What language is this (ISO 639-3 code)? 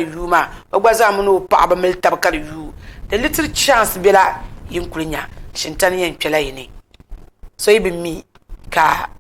dag